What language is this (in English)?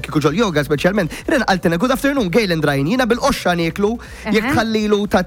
Maltese